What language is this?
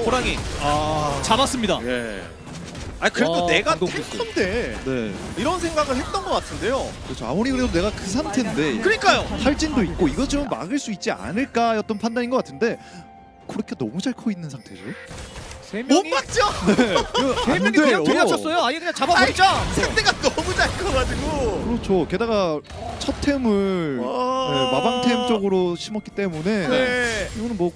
Korean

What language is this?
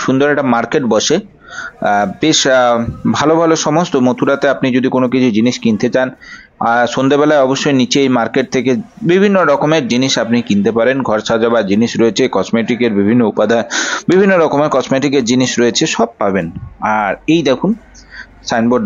Bangla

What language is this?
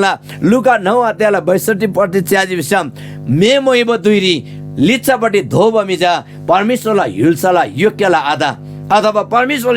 Eastern Tamang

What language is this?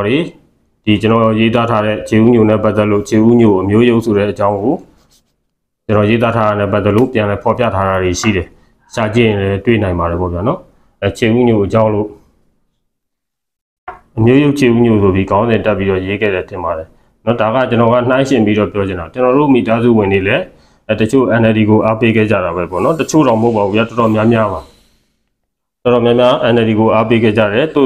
Burmese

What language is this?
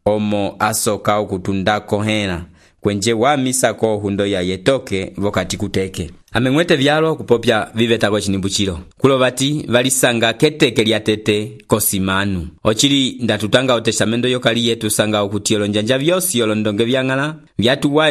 Umbundu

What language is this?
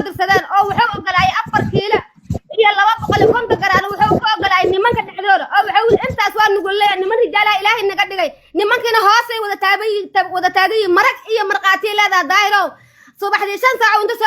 Somali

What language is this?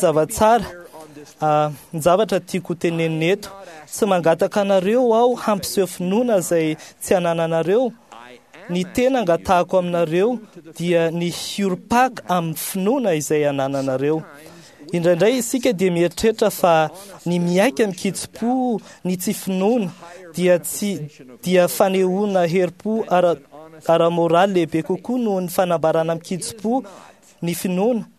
Malagasy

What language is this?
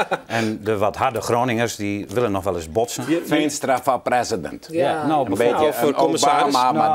Western Frisian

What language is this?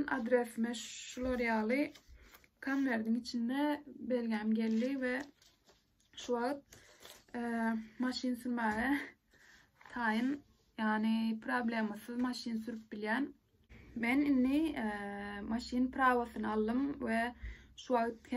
Turkmen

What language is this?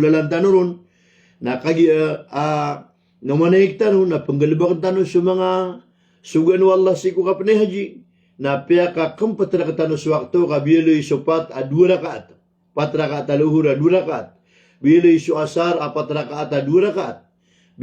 Maranao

